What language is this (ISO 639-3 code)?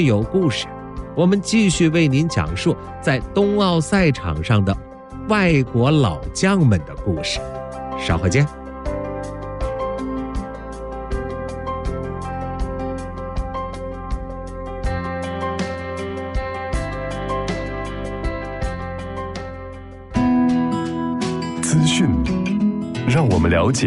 zho